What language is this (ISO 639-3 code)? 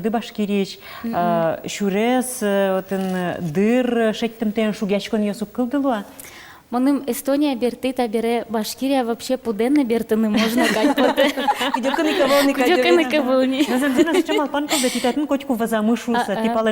udm